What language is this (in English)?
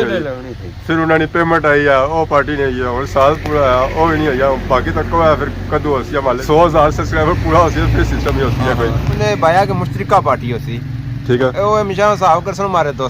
Pahari-Potwari